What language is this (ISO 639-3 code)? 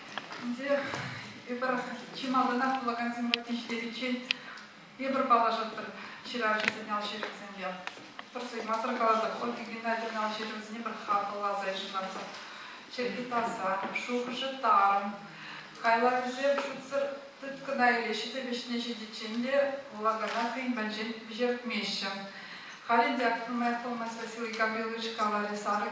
chv